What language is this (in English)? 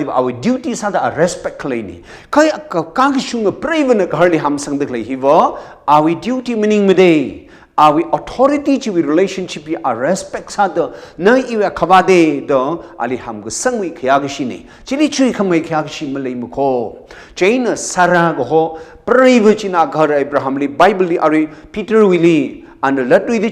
Tangkhul Naga (India)